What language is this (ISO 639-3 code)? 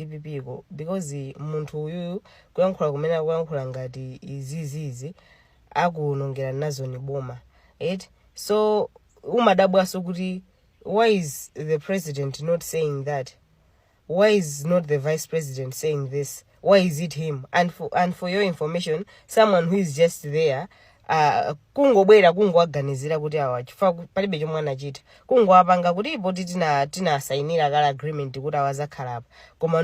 nya